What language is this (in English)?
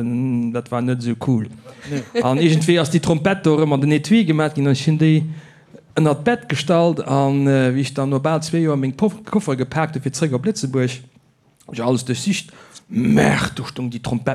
Luxembourgish